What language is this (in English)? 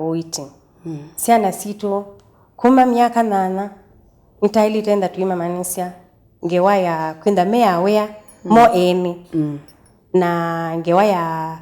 Kamba